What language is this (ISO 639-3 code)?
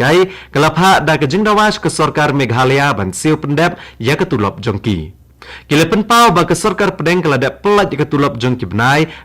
kha